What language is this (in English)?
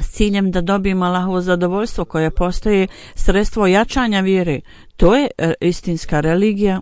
Bosnian